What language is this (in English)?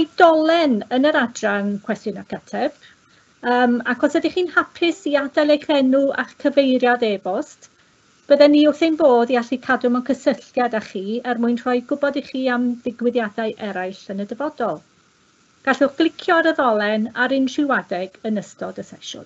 Welsh